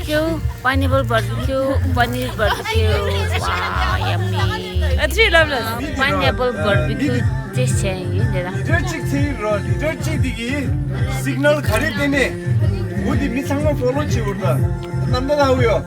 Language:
Tibetan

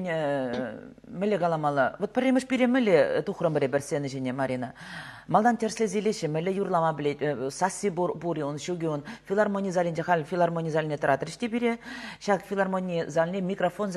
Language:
Chuvash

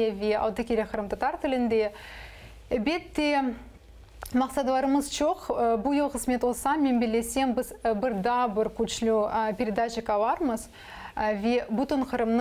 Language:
Crimean Tatar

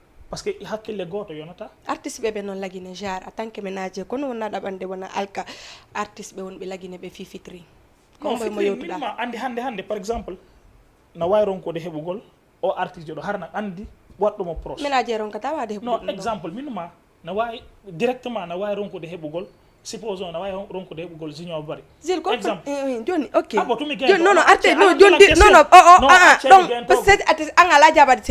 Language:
Fula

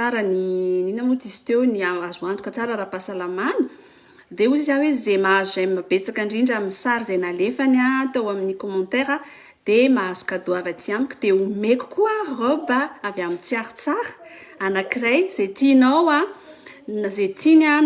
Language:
Malagasy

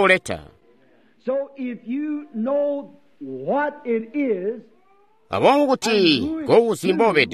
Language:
Tonga (Zambia)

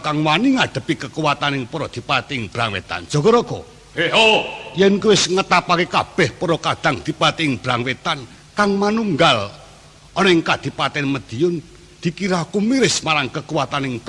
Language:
Javanese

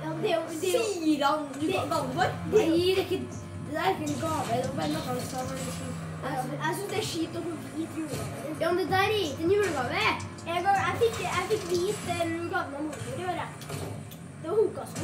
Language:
Norwegian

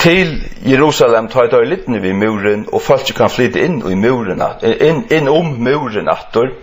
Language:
Faroese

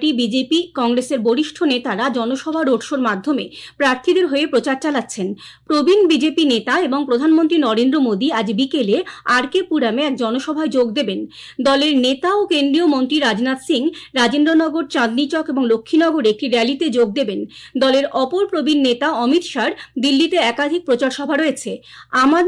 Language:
Bangla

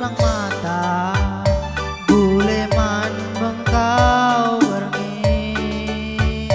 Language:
Batak Karo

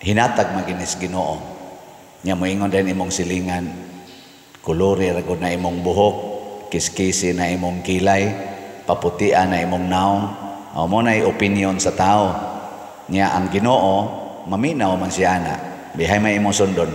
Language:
Cebuano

